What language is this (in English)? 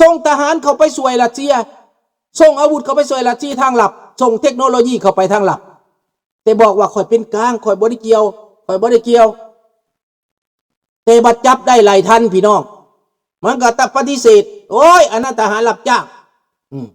Lao